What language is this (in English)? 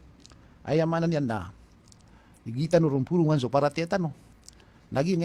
Maranao